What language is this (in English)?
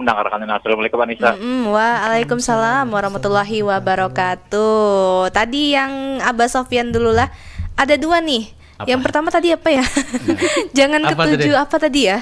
Banjar